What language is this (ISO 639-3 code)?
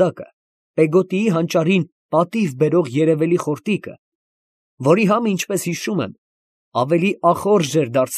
hye